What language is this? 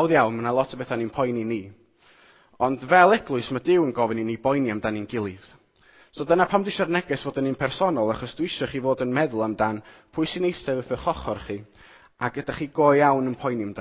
Welsh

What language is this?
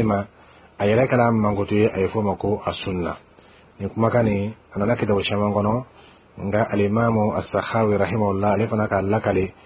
Bambara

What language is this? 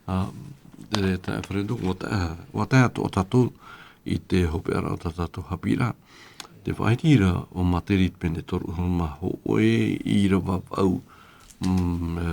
Tahitian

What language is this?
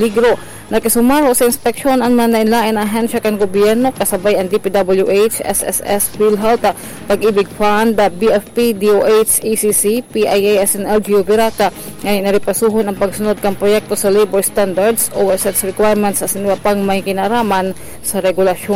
Bikol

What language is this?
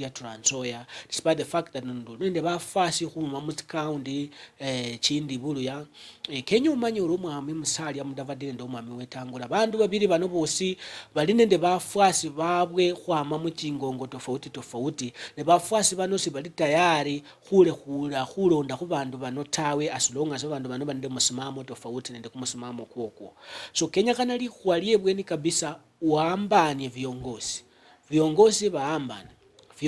Luyia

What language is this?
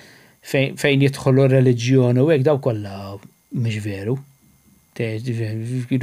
Maltese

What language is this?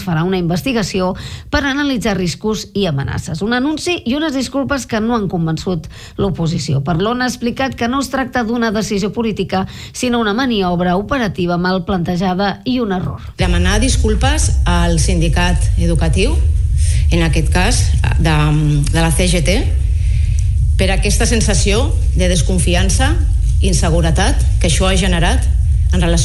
Catalan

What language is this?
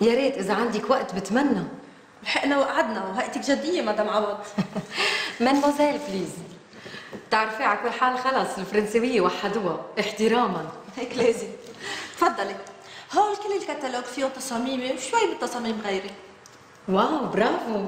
North Levantine Arabic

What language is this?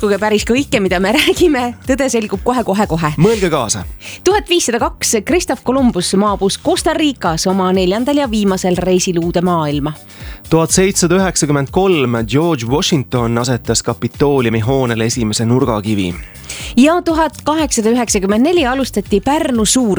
Estonian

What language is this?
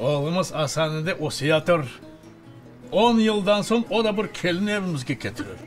Crimean Tatar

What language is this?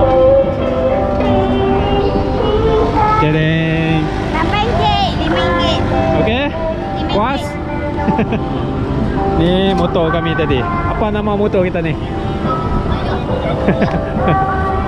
Malay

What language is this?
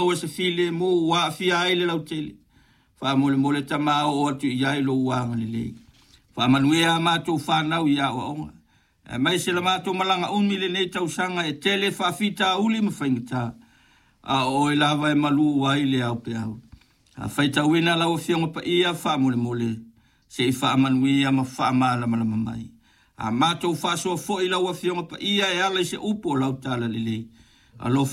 Samoan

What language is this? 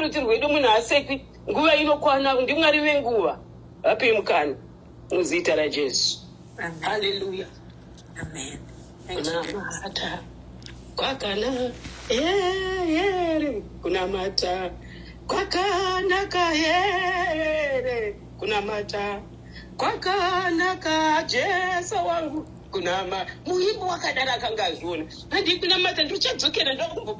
Shona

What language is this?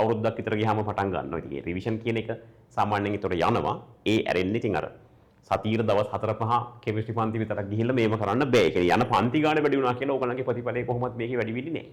Sinhala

